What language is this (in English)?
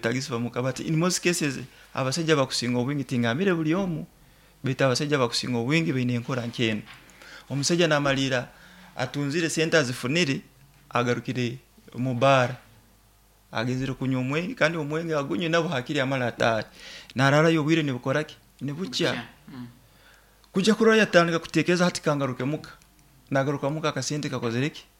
Nyoro